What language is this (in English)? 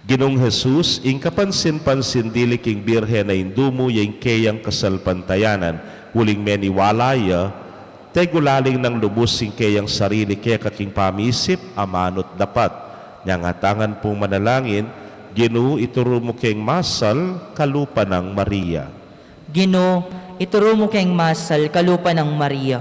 Pampanga